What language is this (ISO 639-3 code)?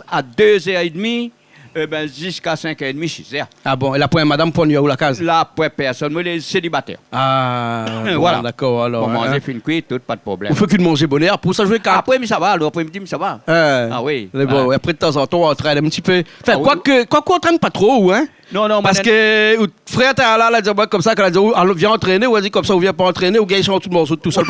rcf